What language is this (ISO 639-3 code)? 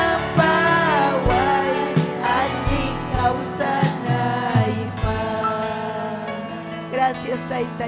quy